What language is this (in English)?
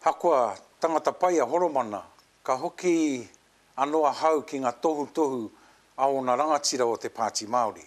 Māori